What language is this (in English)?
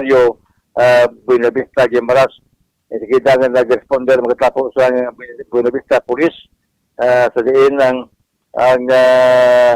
Hiligaynon